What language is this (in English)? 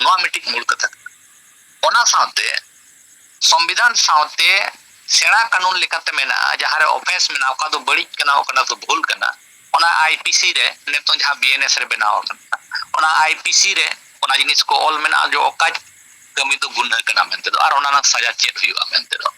Santali